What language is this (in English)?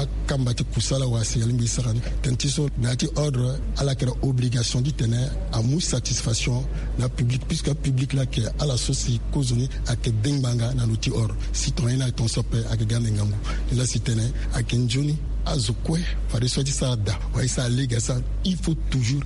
Sango